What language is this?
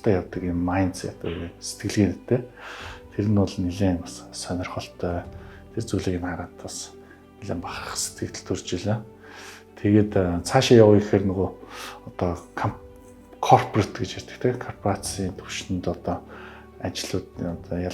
Mongolian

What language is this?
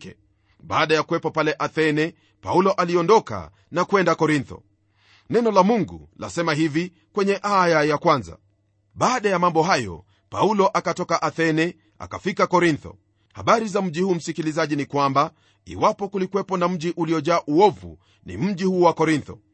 Swahili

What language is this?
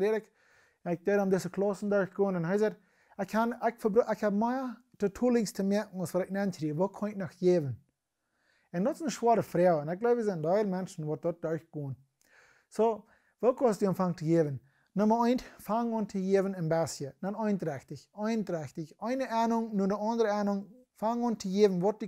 Plautdietsch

